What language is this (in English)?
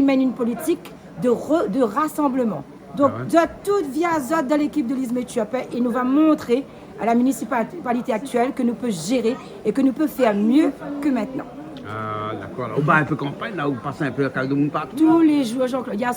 Réunion Creole French